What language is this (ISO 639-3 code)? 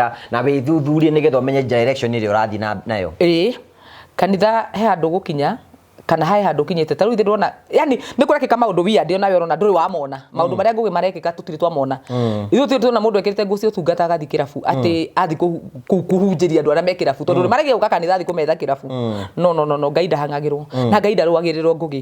kik